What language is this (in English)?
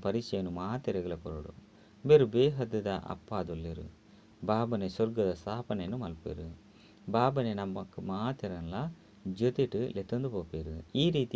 Tulu